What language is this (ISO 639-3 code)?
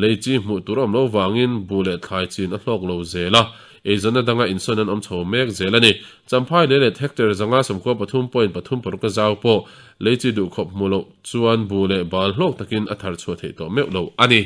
lus